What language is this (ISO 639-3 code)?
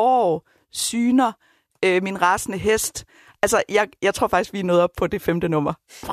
dan